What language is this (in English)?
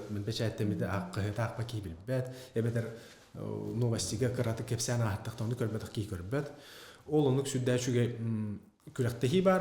Yakut